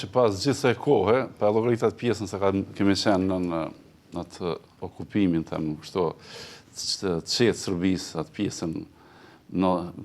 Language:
Albanian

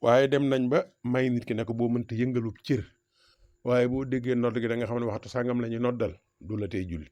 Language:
Wolof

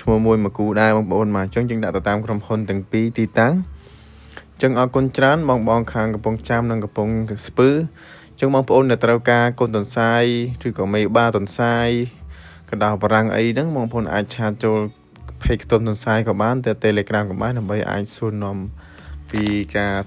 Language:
Khmer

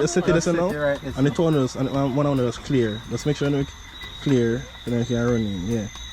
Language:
Jamaican Creole English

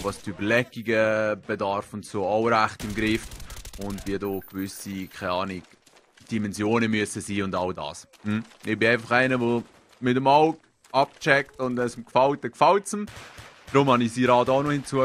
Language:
Swiss German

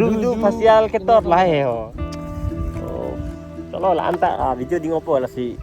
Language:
Karbi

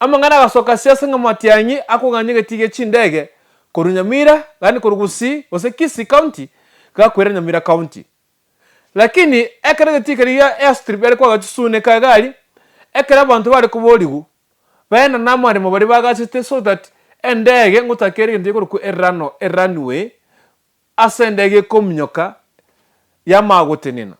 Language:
Gusii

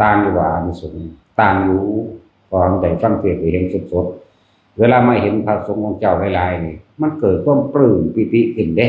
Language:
Northeastern Thai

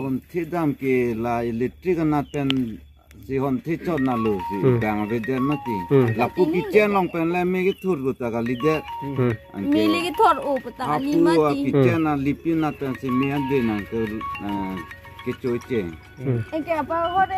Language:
Karbi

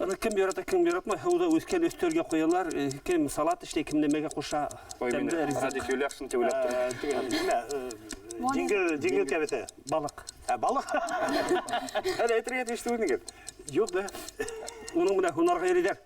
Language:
Bashkir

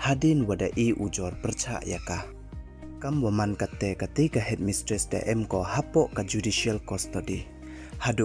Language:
Pnar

